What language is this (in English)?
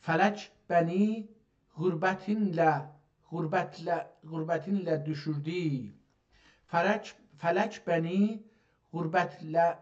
South Azerbaijani